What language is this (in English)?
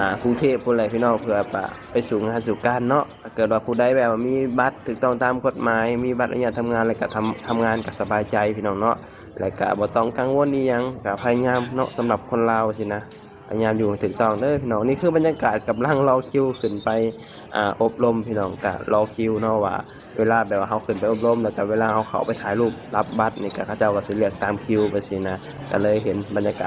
Lao